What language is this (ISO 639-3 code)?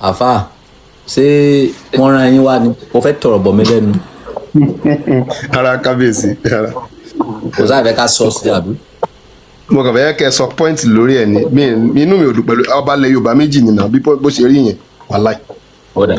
yor